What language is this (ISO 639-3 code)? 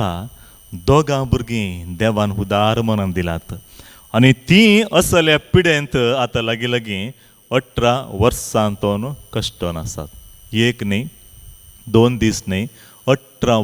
kok